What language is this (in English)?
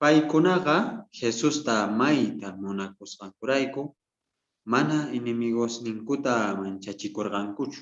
South Bolivian Quechua